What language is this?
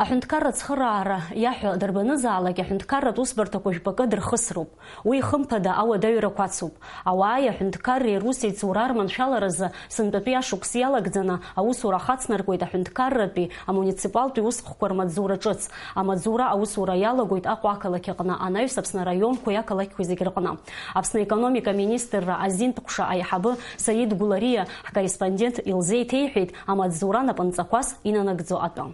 Abkhazian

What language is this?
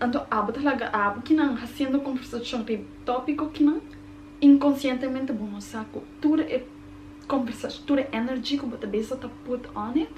Papiamento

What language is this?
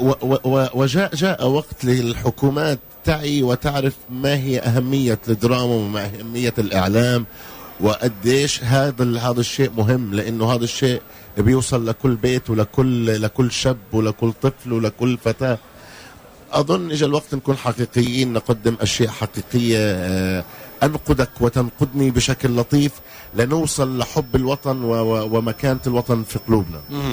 Tunisian Arabic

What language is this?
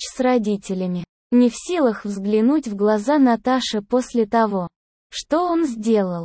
Russian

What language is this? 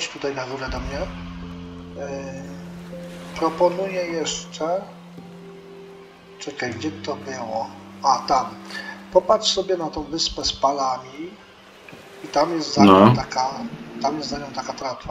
Polish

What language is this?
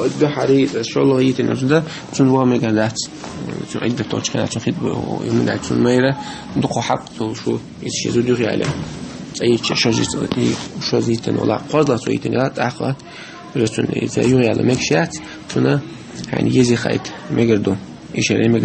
Chechen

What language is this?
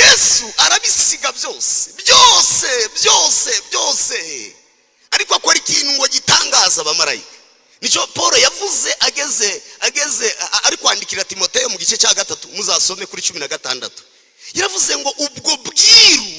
Kinyarwanda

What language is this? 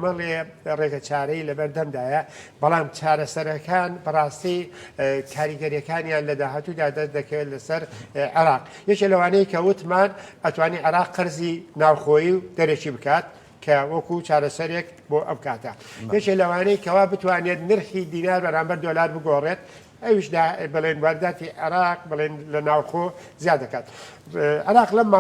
Central Kurdish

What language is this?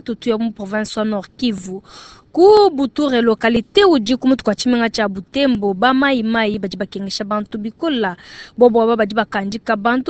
Luba-Lulua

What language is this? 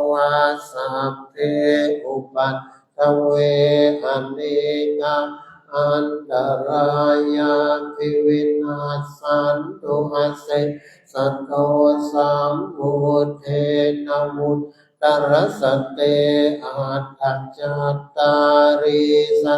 Pali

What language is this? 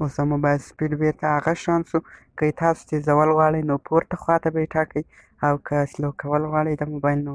Pashto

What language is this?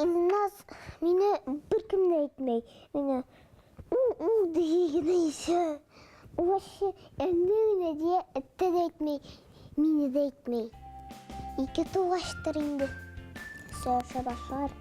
Bashkir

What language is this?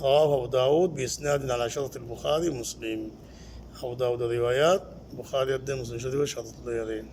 Rohingya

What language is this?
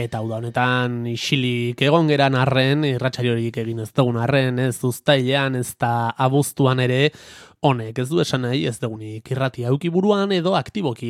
Basque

